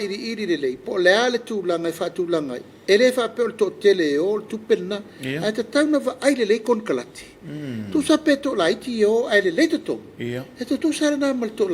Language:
Samoan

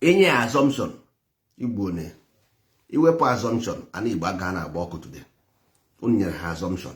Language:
Igbo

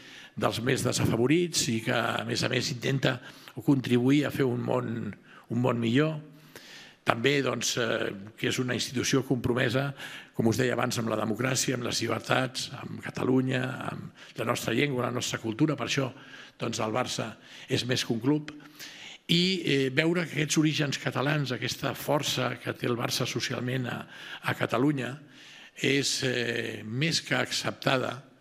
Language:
Catalan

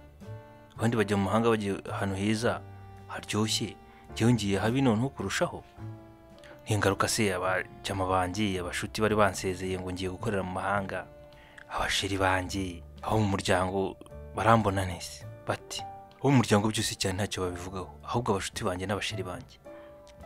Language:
Kinyarwanda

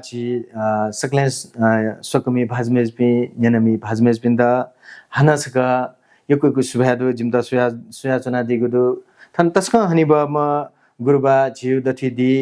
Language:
Newari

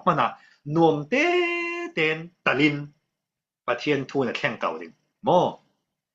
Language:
Falam Chin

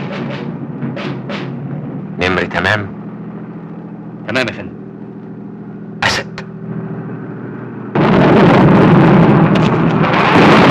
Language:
Egyptian Arabic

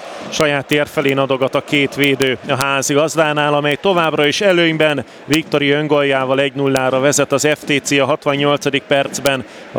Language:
Hungarian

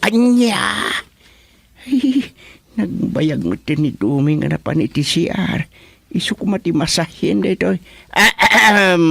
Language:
Iloko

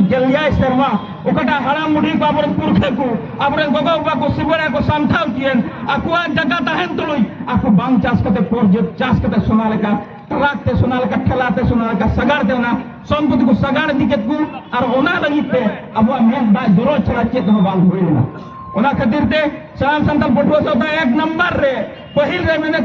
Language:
Santali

